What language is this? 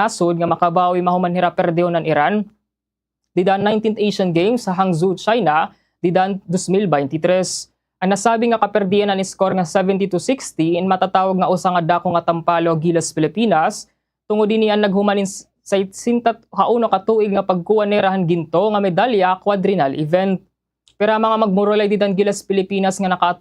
Waray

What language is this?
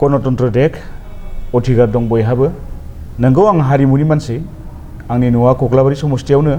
Bodo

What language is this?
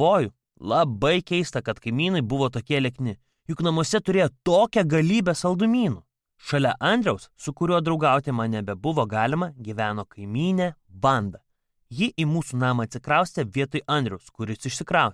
Lithuanian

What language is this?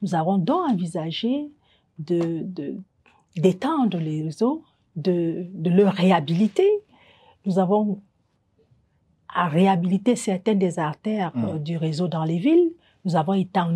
French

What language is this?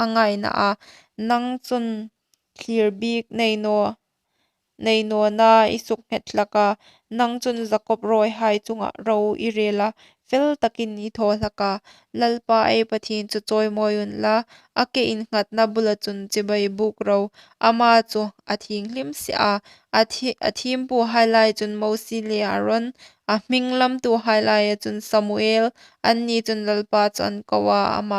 Hmar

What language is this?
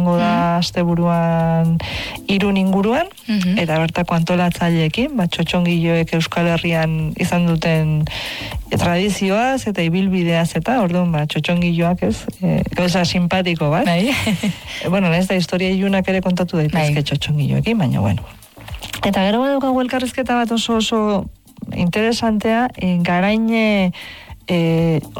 Basque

